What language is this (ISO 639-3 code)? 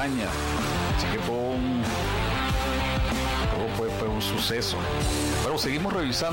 spa